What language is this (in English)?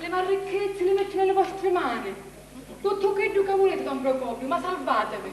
Sicilian